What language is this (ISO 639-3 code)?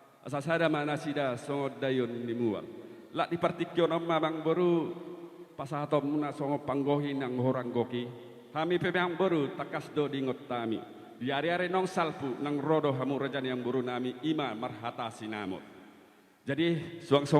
bbc